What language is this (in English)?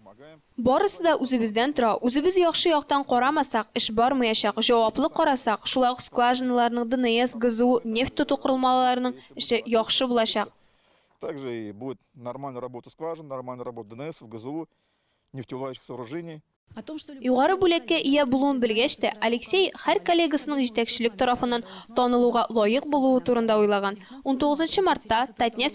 Tatar